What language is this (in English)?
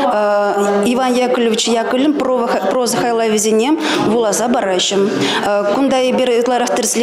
Chuvash